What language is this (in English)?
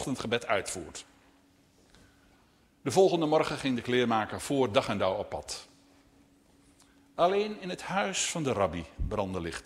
Dutch